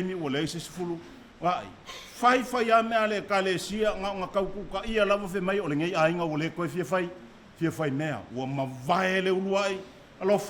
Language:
Samoan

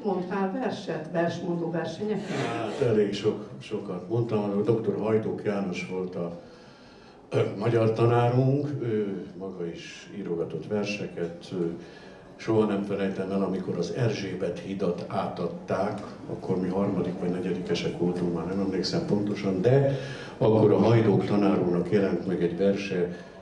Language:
Hungarian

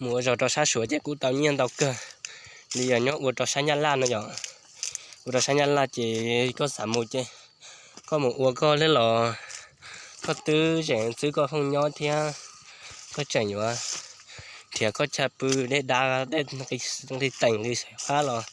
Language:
Hmong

